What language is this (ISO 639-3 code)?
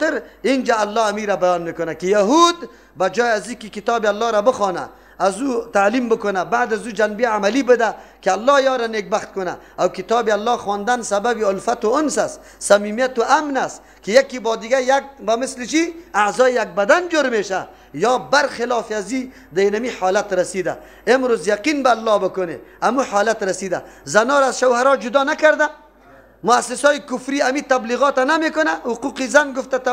fas